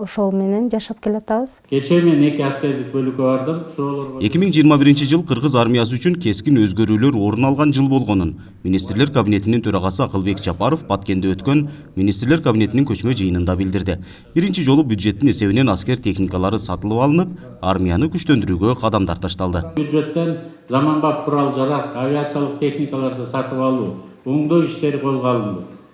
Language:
Kyrgyz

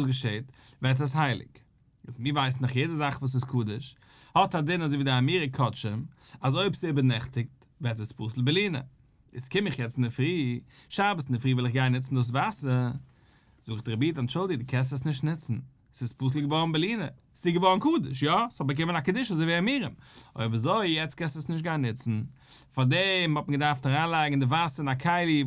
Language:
Yiddish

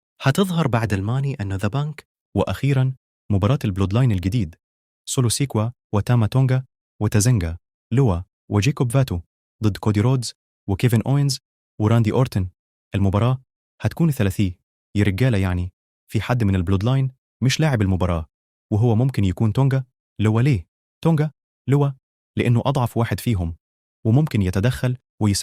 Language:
Egyptian Arabic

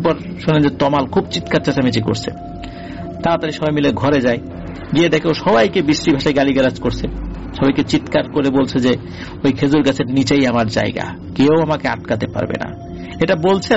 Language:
Bangla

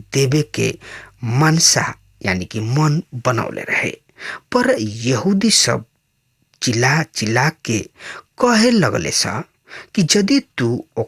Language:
Bhojpuri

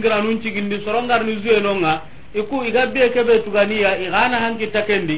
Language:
Soninke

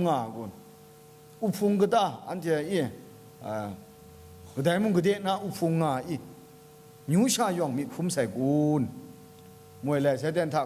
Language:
Kachin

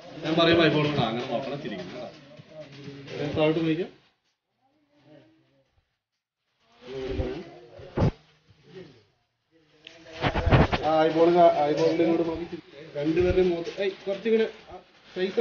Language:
Malayalam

